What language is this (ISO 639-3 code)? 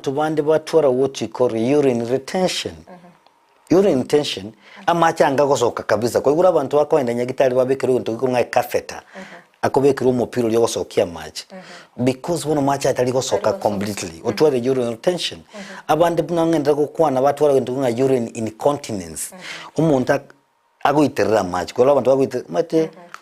guz